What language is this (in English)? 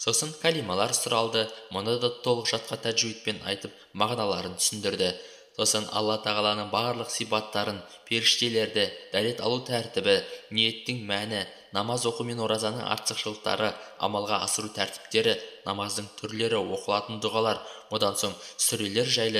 Kazakh